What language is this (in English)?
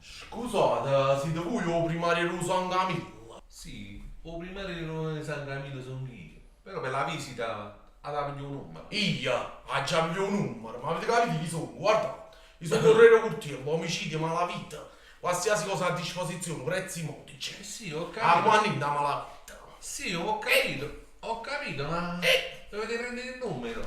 Neapolitan